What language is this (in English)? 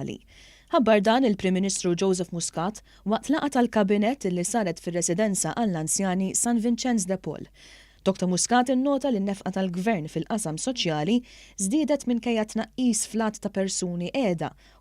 Maltese